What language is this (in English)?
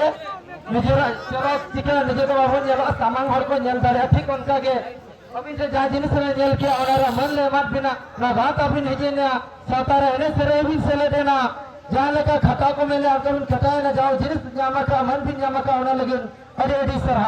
Santali